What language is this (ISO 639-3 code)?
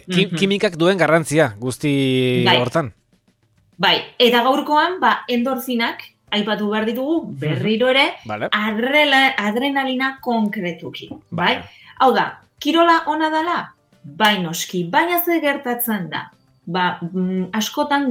eus